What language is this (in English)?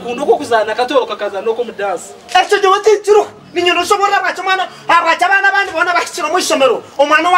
Nyankole